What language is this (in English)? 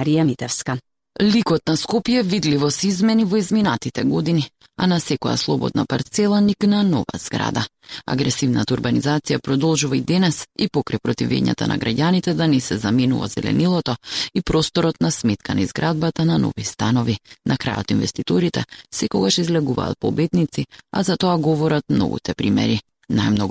Macedonian